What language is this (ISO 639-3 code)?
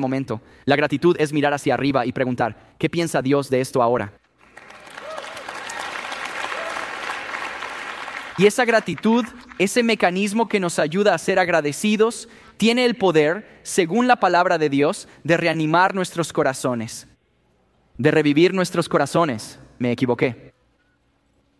spa